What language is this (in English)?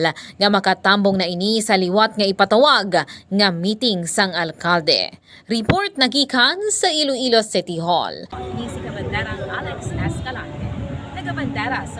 Hiligaynon